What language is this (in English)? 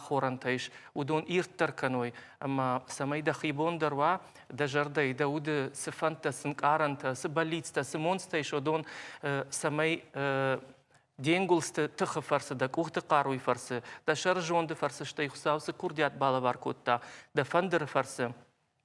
Ossetic